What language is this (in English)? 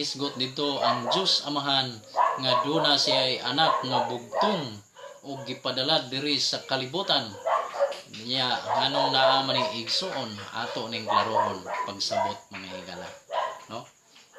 Cebuano